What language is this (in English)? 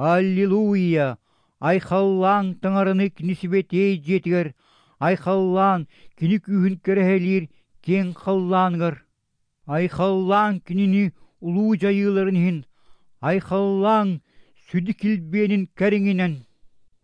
Yakut